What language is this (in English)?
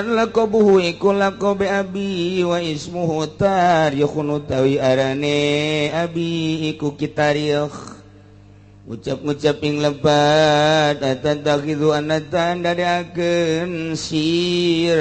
Sundanese